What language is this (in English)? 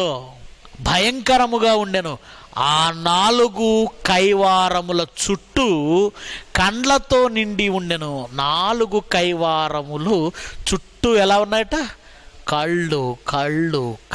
Telugu